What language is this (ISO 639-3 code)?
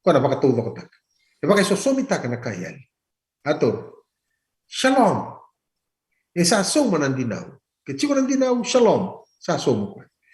fij